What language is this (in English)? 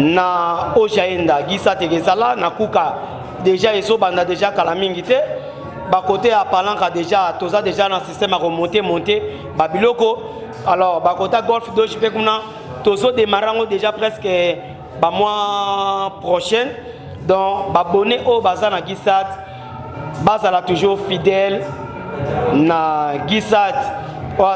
Lingala